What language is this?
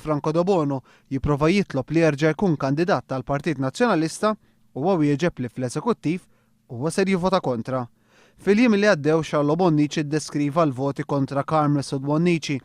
Maltese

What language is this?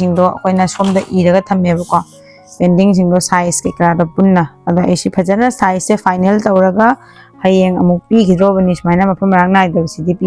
Manipuri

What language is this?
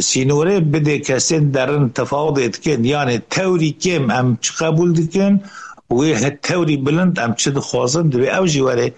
Kurdish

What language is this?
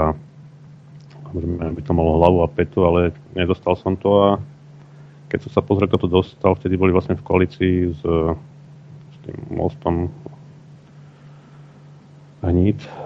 Slovak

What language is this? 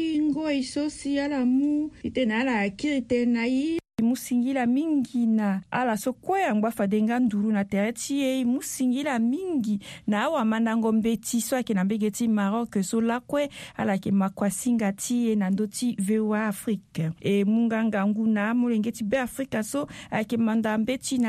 Sango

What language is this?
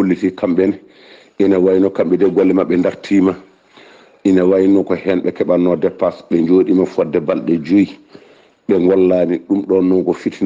Fula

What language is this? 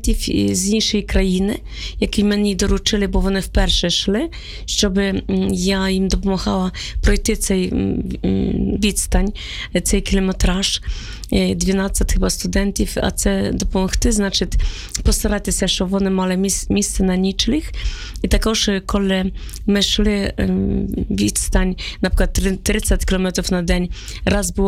Ukrainian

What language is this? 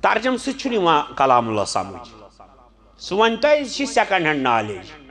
Kashmiri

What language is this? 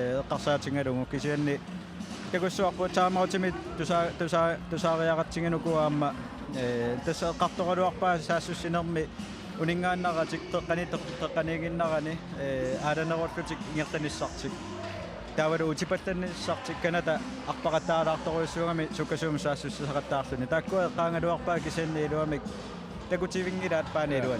Kalaallisut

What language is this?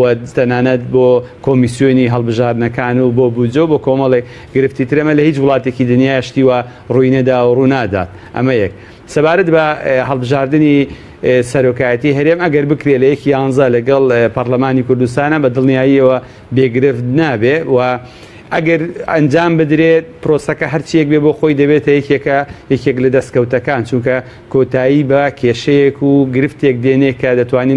Central Kurdish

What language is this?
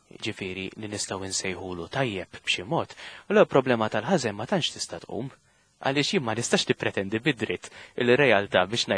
Maltese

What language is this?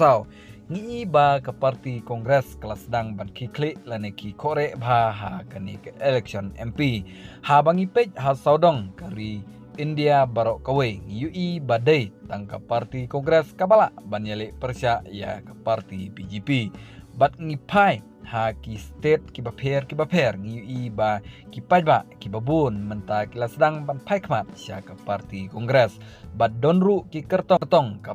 Khasi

